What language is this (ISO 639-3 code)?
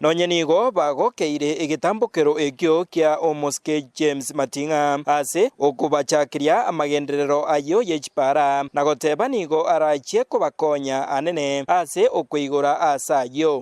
guz